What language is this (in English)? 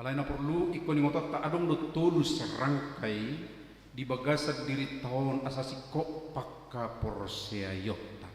Batak Toba